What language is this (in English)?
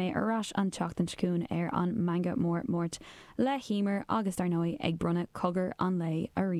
Irish